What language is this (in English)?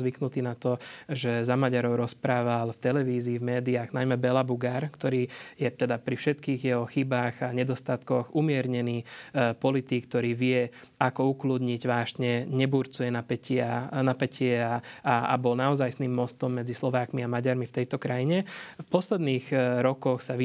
Slovak